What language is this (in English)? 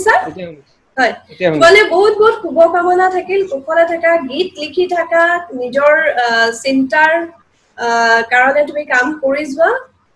Assamese